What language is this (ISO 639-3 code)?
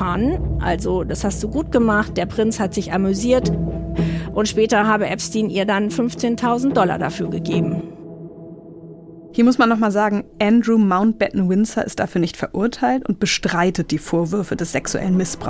deu